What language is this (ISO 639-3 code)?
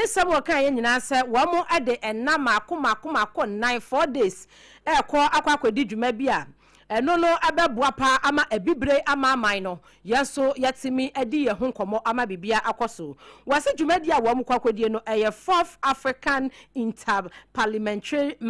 aka